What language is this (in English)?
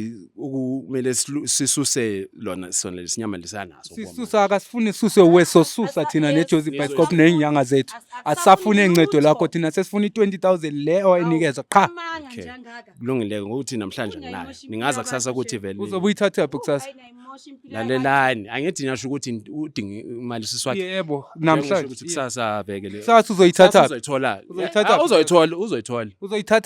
Zulu